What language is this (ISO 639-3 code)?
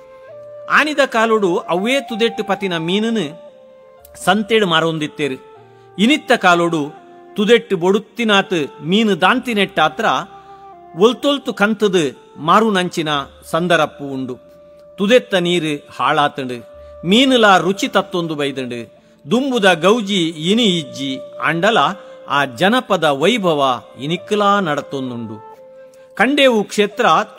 tcy